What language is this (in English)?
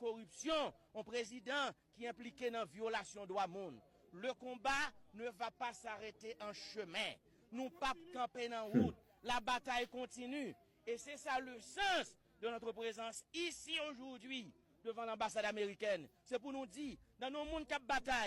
Haitian Creole